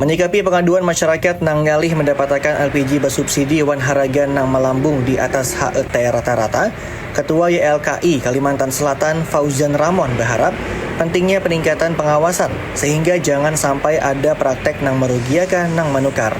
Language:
Banjar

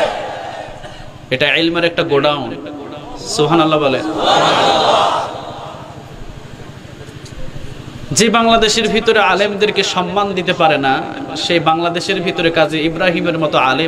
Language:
Bangla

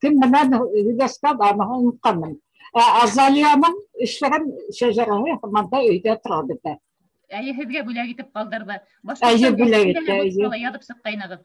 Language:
Bashkir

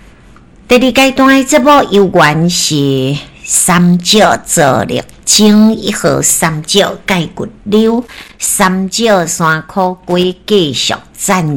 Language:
Min Nan Chinese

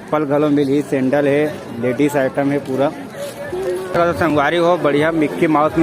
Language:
Chhattisgarhi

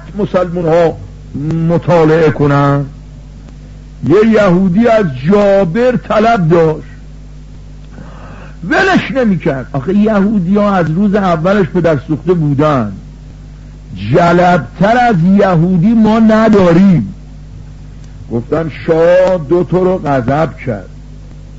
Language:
Persian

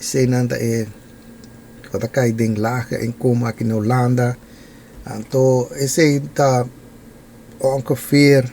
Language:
Papiamento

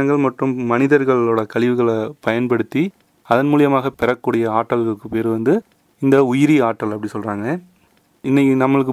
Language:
Tamil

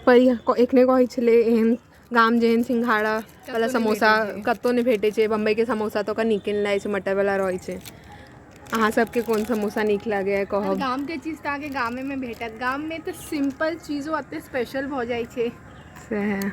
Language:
Maithili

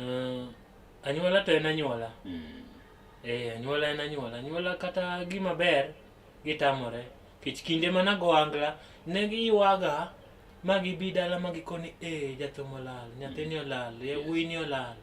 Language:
Luo (Kenya and Tanzania)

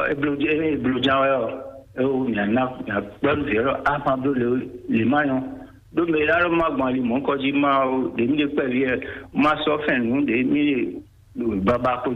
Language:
Fon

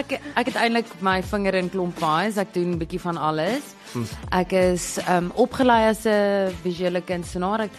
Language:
Afrikaans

